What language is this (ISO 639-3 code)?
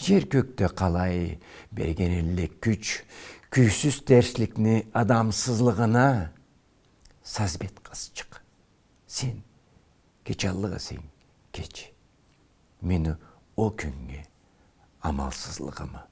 krc